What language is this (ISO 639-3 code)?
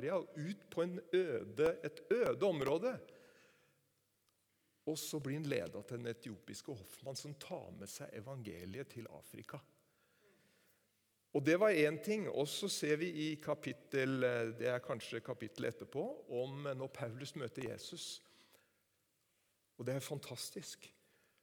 nor